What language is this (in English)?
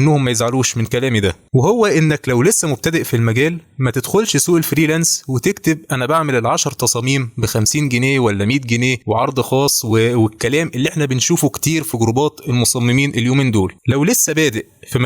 Egyptian Arabic